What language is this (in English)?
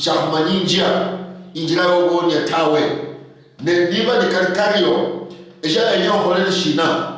Luyia